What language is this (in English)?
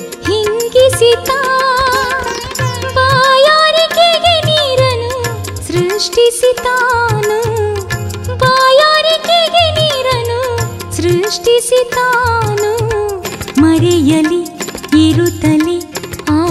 Kannada